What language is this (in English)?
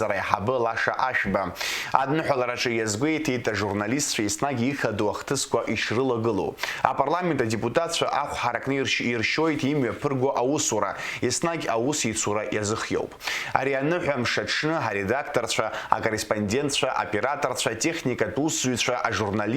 Abkhazian